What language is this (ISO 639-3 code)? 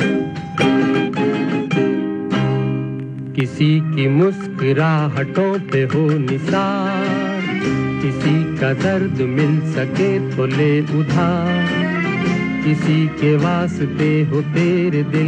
hin